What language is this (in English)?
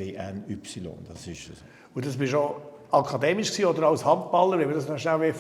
Swiss German